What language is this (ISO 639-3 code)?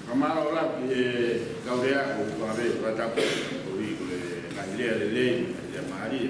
ton